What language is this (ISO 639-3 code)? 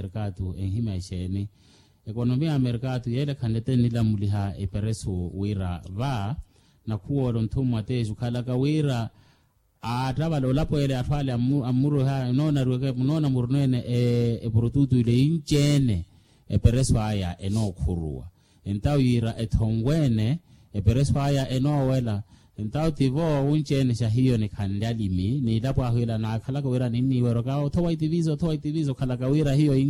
vmw